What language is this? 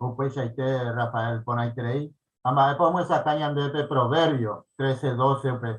Guarani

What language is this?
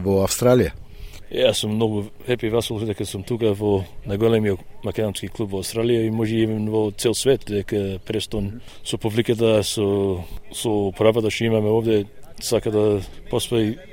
Macedonian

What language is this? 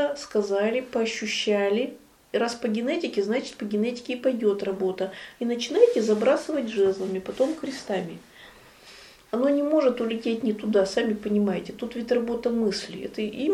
Russian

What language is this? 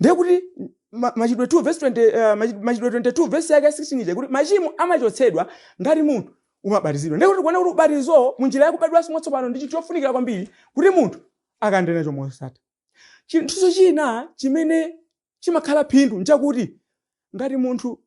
Nyanja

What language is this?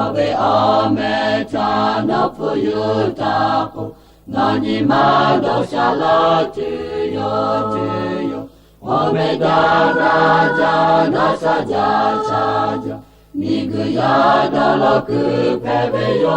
Lahu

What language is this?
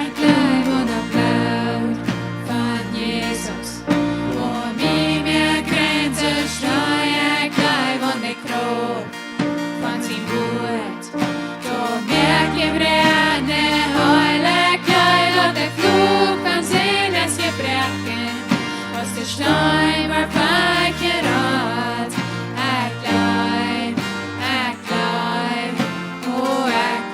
Plautdietsch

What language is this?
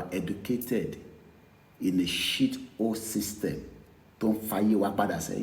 Yoruba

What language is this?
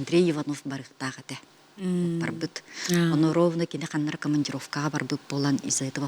Yakut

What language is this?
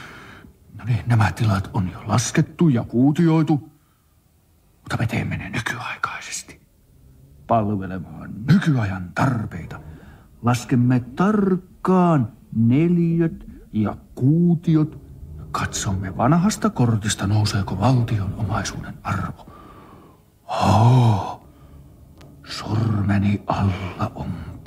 Finnish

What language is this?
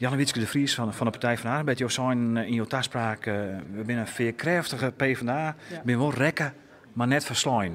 Western Frisian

